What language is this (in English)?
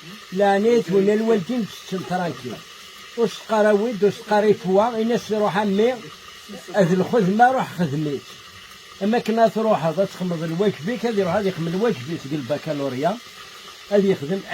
Kabyle